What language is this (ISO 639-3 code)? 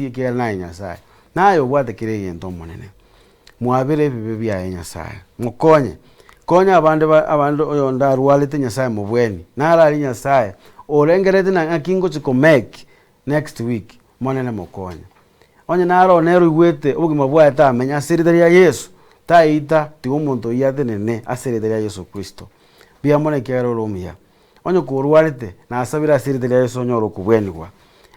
guz